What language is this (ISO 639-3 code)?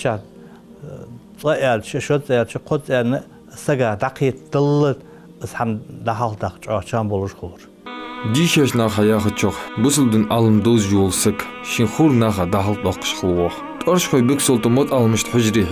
inh